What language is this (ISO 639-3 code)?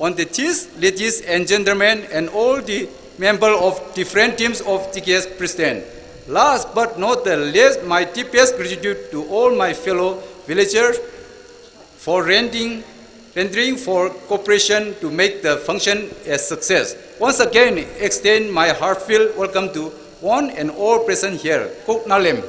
nmf